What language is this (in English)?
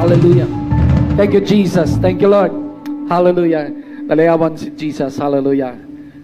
Hiligaynon